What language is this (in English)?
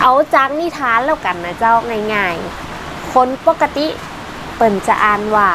Northern Thai